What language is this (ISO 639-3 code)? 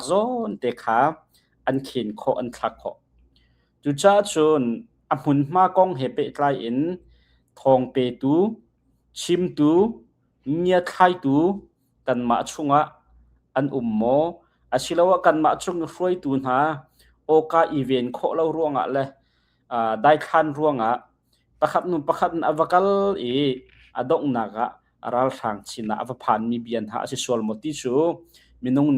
cnh